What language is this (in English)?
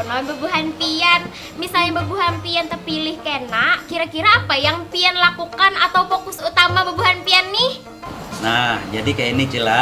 Banjar